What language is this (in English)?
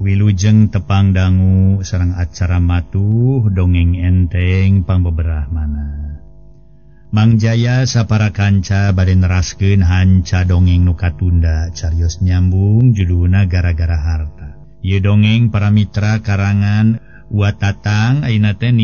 Sundanese